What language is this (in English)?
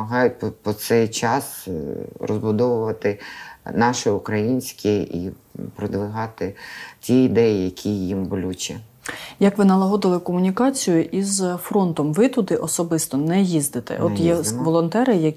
Ukrainian